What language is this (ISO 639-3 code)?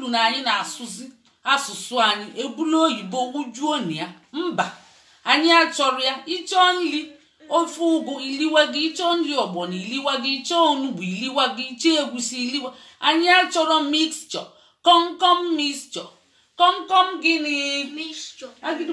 ibo